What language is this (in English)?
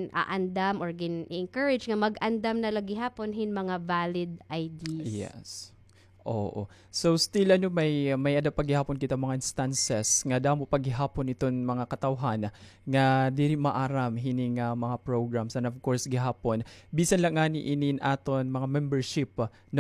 Waray